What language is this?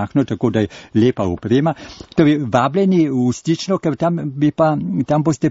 Slovenian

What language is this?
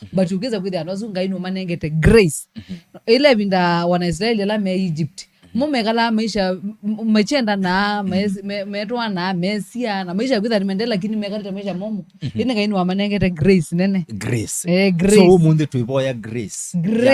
Kamba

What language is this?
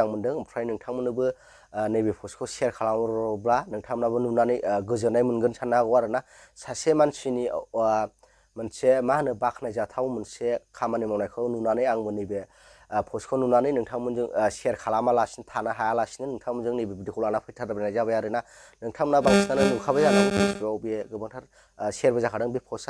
Bodo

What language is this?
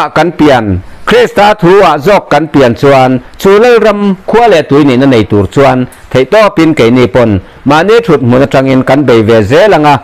Mizo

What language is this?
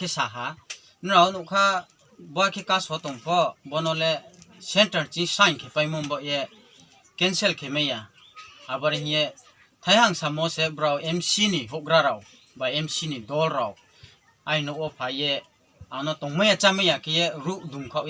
Riang (India)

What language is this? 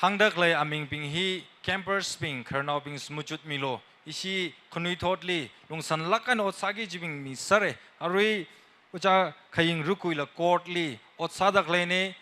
Tangkhul Naga (India)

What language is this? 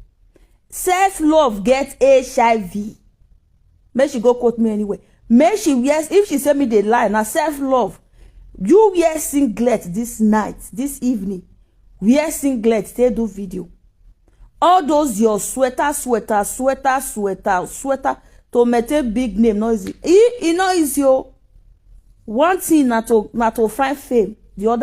Nigerian Pidgin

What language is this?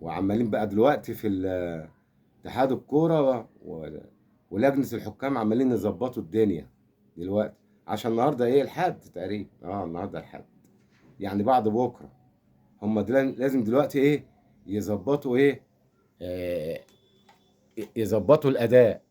Egyptian Arabic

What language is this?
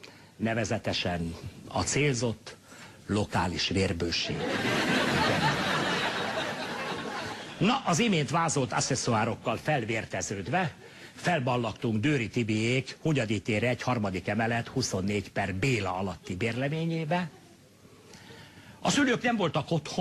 Hungarian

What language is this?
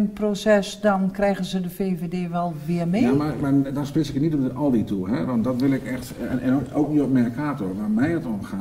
Dutch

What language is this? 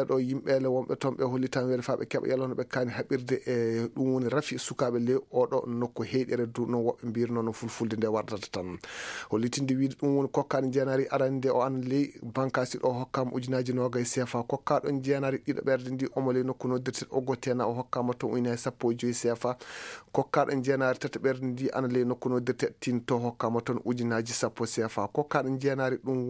Fula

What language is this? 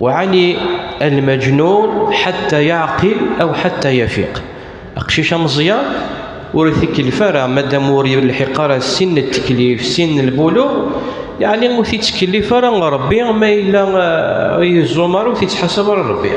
Kabyle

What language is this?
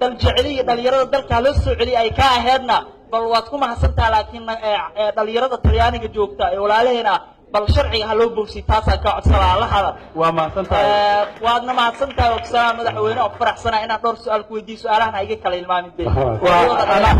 Somali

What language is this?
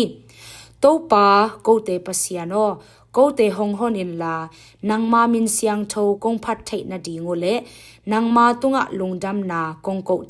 Tedim Chin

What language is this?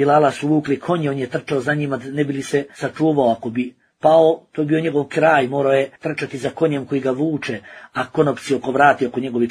Bosnian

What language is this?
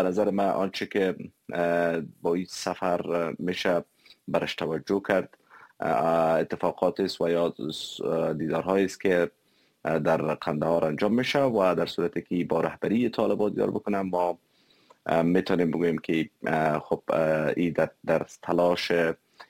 Persian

